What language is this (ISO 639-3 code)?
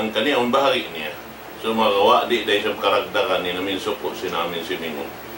tsg